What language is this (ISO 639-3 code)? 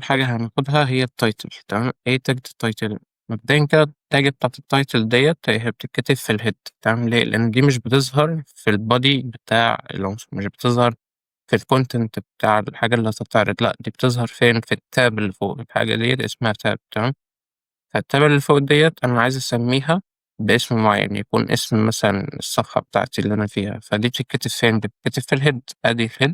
arz